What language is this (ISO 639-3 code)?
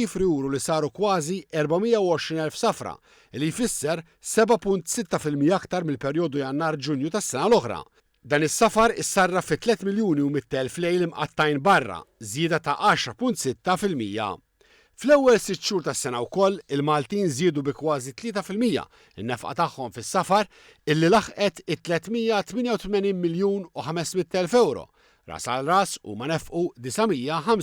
mlt